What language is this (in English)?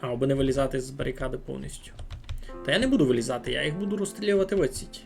Rusyn